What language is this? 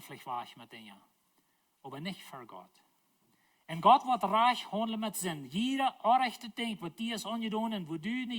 Plautdietsch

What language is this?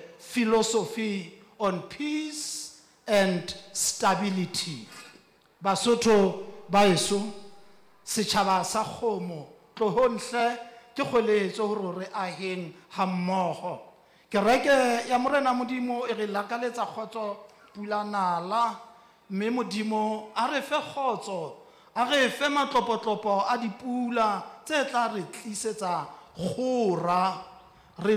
Southern Sotho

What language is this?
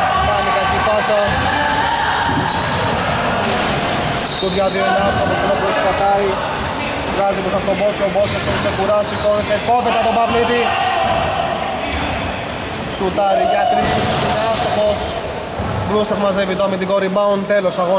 Greek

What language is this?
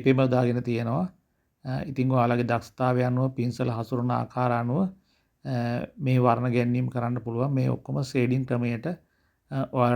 Sinhala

